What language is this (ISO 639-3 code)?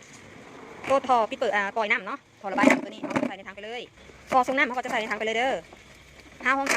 tts